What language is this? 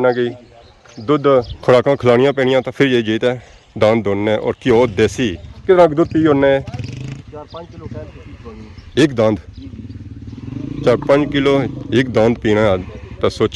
Pahari-Potwari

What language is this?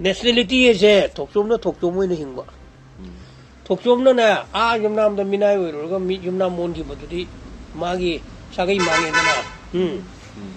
Manipuri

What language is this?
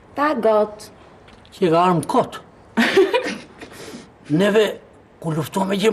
Albanian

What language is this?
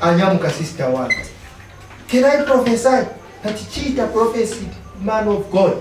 Nyanja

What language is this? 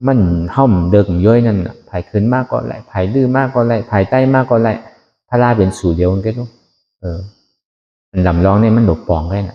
Shan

